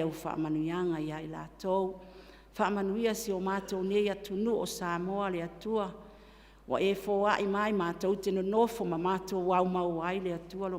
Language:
Samoan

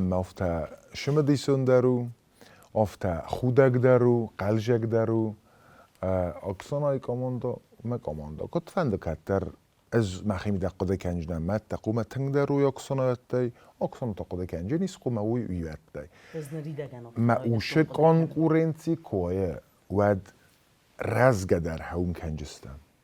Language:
Ossetic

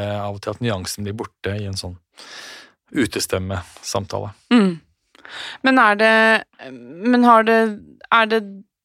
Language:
Norwegian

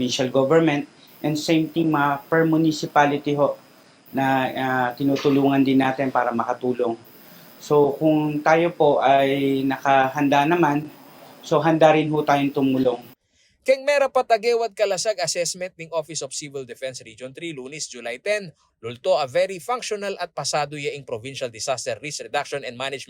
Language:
Pampanga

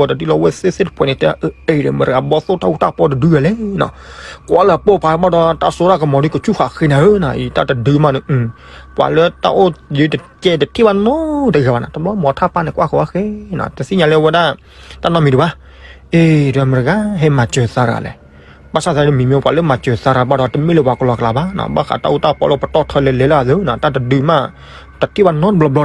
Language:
S'gaw Karen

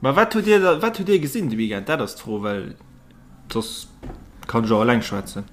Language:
Luxembourgish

